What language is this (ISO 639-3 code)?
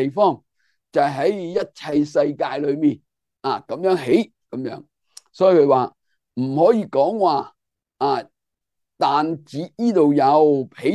yue